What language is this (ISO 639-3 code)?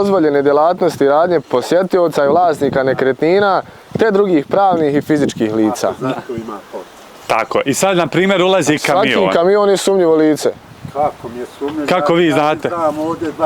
bos